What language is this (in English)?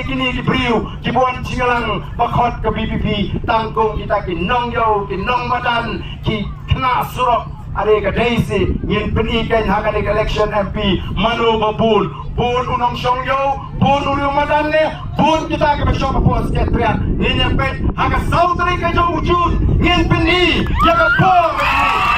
Khasi